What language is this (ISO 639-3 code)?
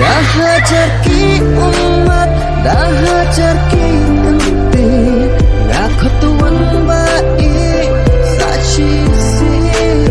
kha